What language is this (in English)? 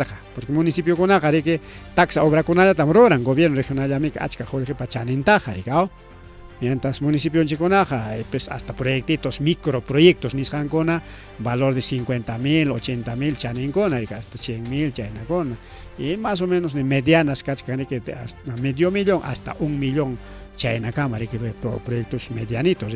Ayacucho Quechua